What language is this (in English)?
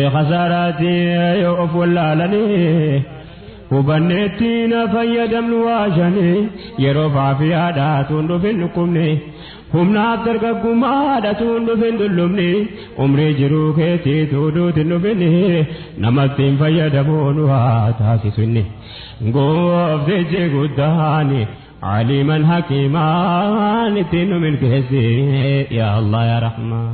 Oromo